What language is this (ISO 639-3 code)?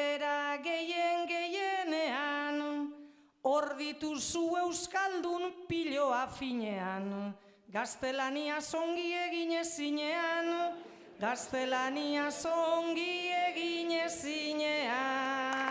eus